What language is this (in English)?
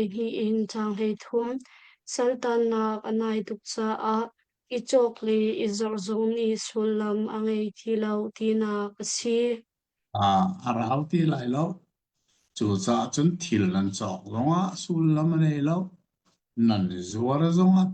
Hakha Chin